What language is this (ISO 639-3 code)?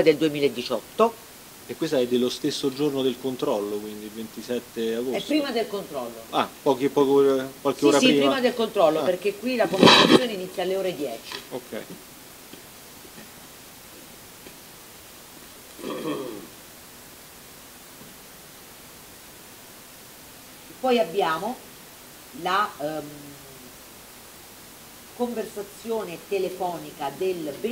ita